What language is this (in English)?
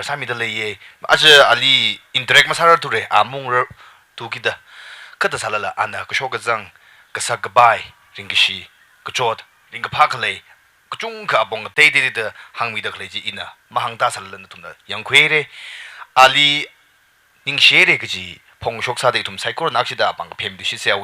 Tangkhul Naga (India)